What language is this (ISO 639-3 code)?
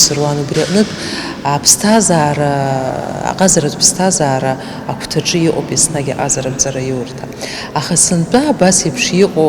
abk